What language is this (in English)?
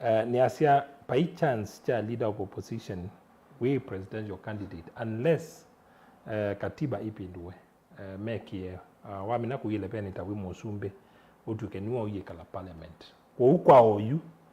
Kamba